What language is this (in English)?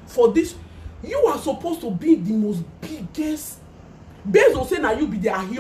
Nigerian Pidgin